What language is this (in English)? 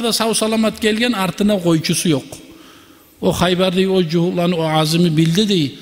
Kumyk